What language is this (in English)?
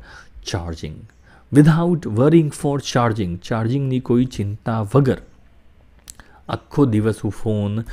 Gujarati